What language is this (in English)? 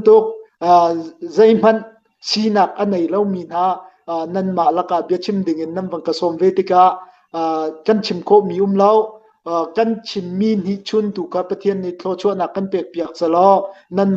Hakha Chin